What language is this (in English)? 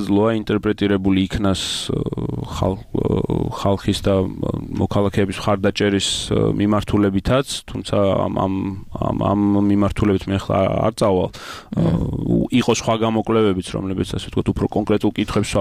Georgian